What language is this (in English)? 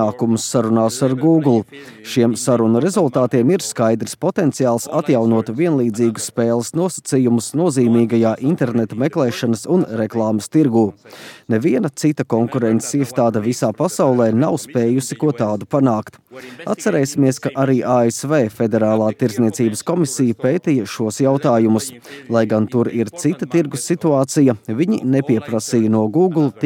Latvian